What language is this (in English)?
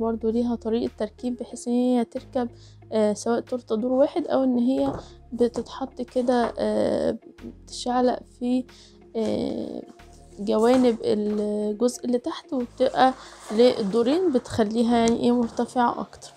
Egyptian Arabic